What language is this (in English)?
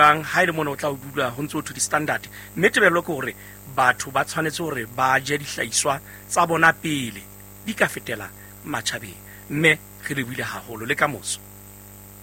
Southern Sotho